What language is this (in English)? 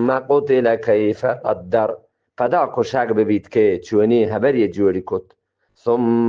Eastern Balochi